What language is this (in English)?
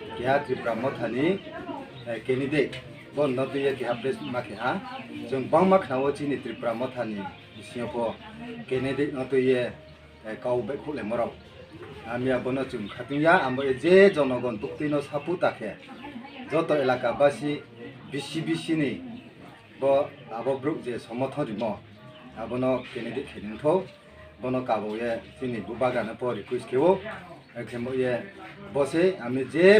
Riang (India)